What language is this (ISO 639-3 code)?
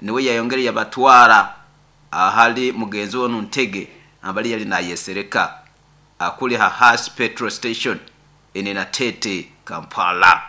nyo